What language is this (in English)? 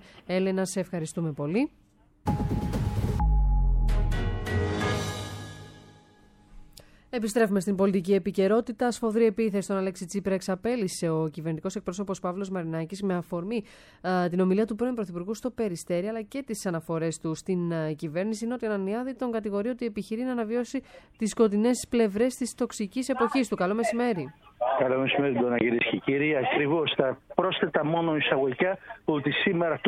Greek